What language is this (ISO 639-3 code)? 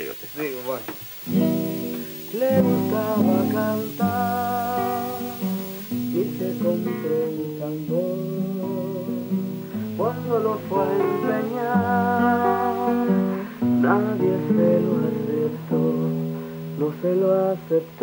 spa